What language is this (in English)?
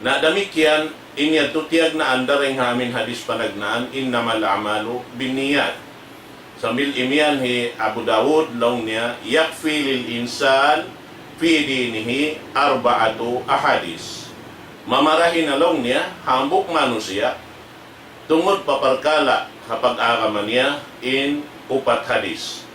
Tausug